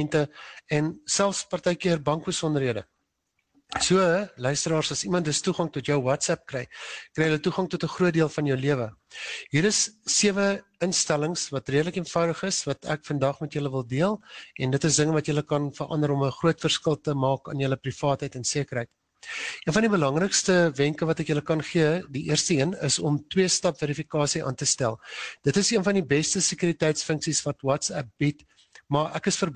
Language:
Afrikaans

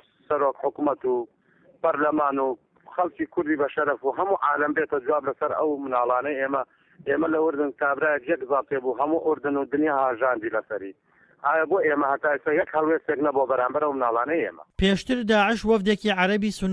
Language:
Central Kurdish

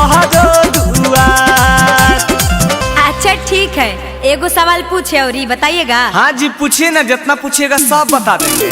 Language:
Magahi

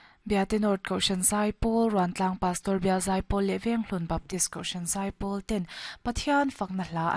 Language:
Mizo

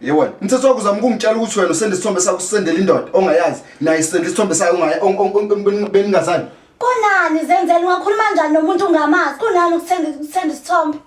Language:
Zulu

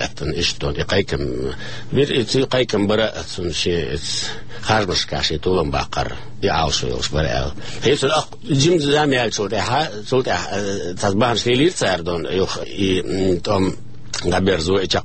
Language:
Chechen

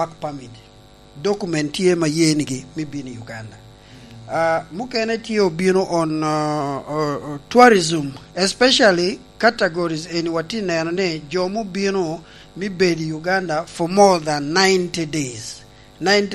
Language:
Lango (Uganda)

